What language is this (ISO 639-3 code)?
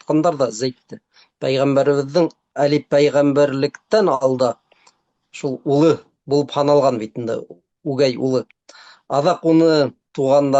bak